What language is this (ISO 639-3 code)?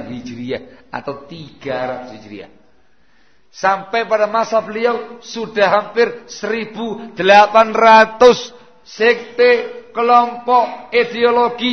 ind